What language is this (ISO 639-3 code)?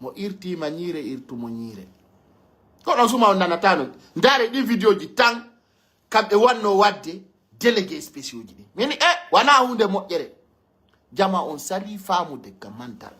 fuf